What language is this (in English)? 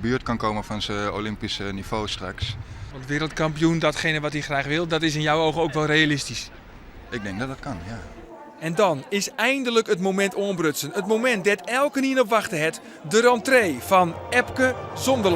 Western Frisian